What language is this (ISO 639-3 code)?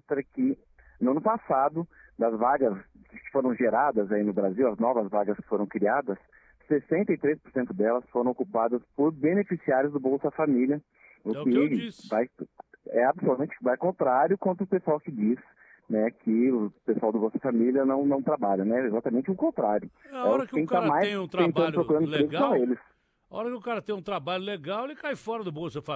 por